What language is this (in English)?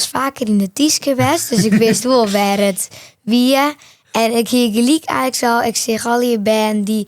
Western Frisian